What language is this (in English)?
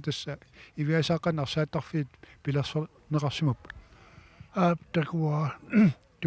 Kalaallisut